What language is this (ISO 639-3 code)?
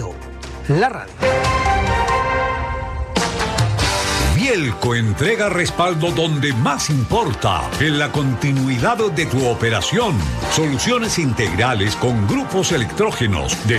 spa